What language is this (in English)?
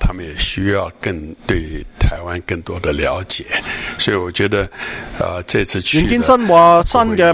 Cantonese